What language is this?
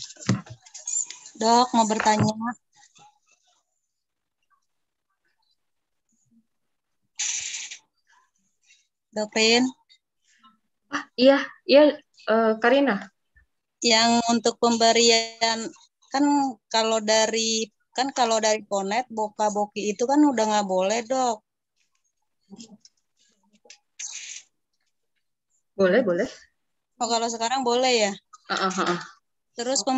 Indonesian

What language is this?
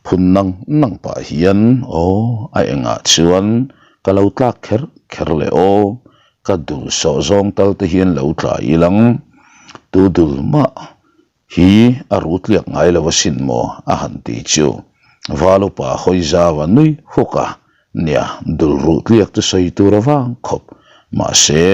Mizo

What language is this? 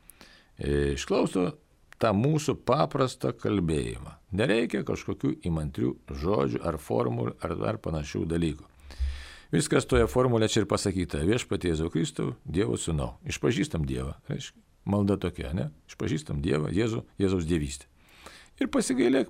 Lithuanian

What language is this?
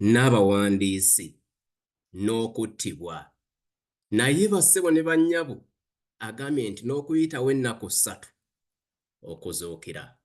Ganda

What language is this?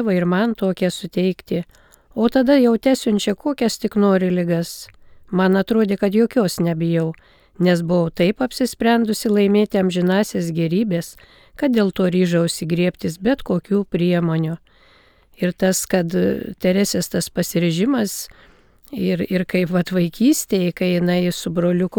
Lithuanian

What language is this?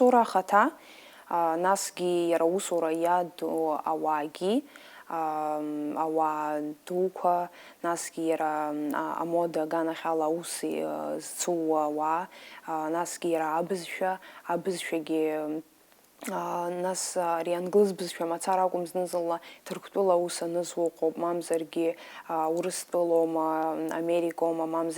Abkhazian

